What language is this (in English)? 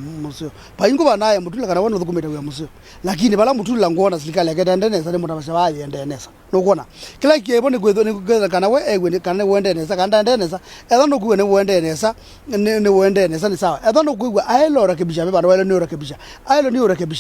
Kamba